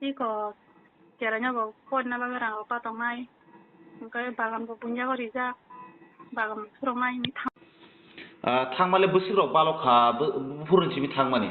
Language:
Kok Borok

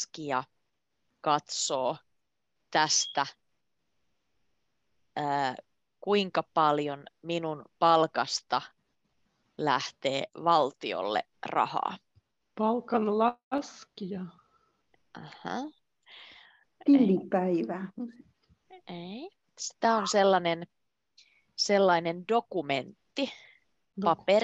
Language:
Finnish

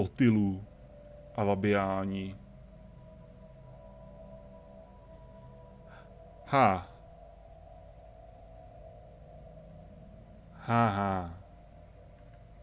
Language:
Czech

